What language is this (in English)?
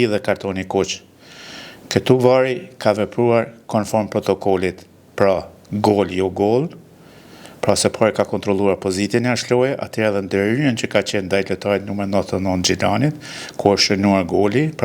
Albanian